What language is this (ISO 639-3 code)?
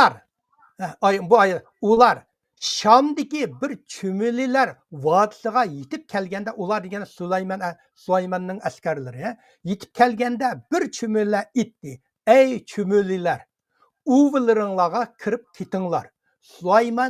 uig